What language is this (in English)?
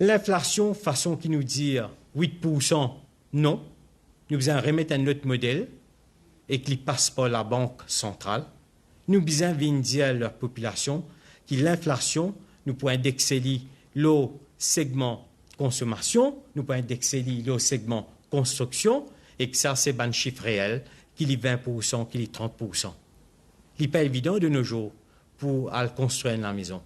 Morisyen